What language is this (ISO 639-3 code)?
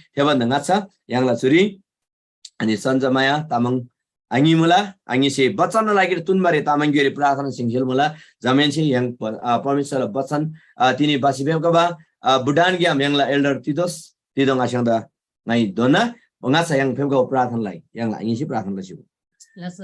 taj